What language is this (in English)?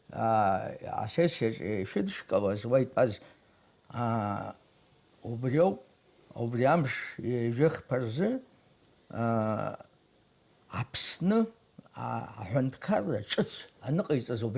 Abkhazian